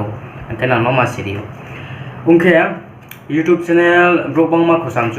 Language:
Riang (India)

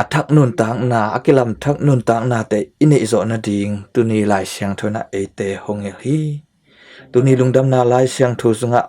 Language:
Tedim Chin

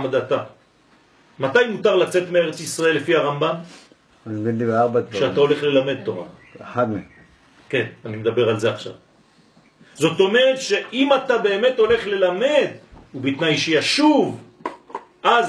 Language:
Hebrew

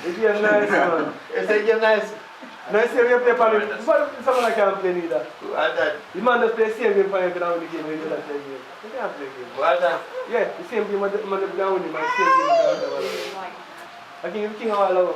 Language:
Jamaican Creole English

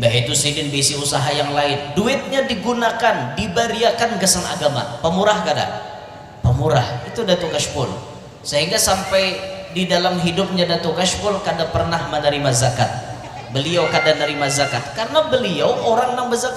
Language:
Banjar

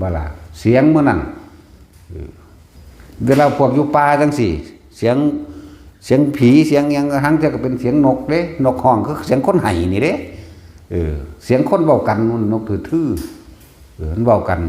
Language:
Northeastern Thai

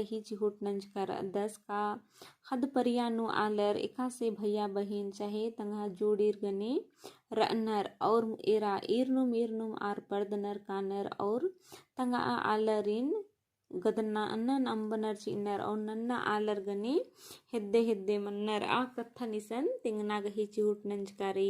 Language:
Kurukh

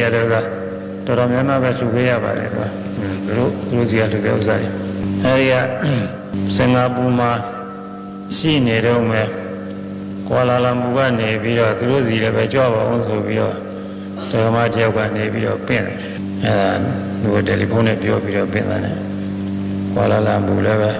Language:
Burmese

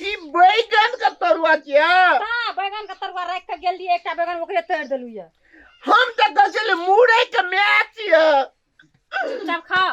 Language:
Maithili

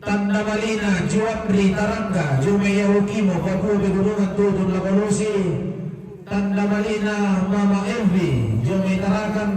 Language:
Toraja-Sa'dan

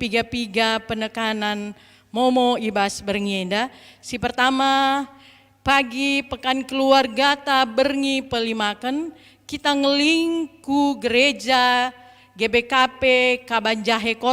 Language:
Batak Karo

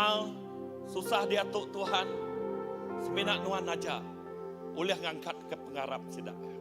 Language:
Iban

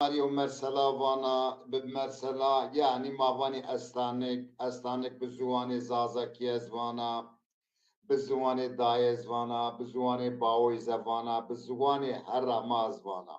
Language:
Zaza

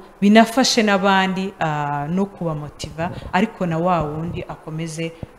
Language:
Kinyarwanda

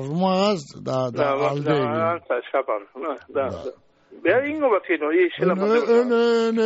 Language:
Basque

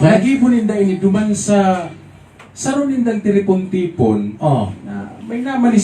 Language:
Bikol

